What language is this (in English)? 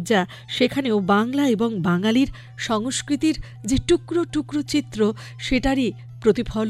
Bangla